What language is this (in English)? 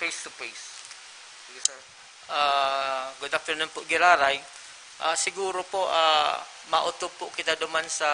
Bikol